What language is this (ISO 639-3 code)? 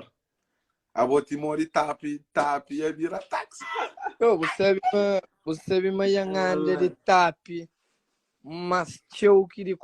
kea